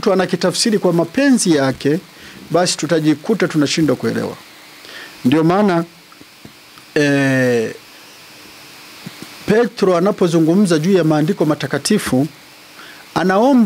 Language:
Swahili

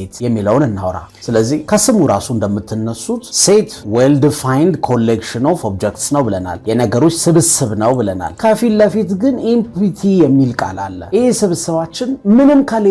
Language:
Amharic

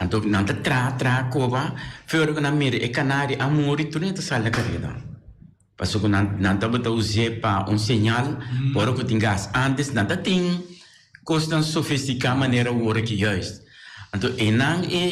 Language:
Papiamento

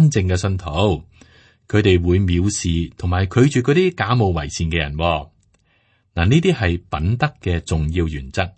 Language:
Cantonese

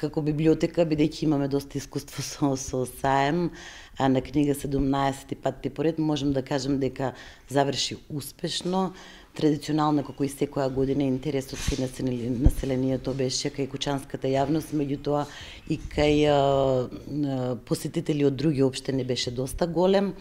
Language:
Macedonian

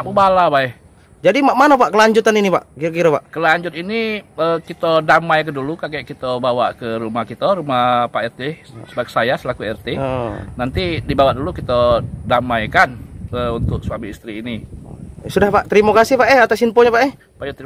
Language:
Musi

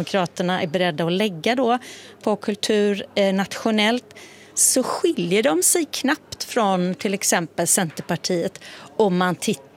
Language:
Swedish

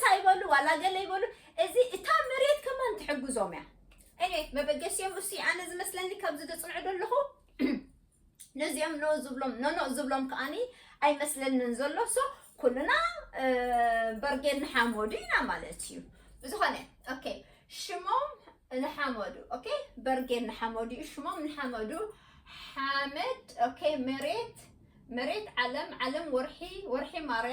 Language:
Tigrinya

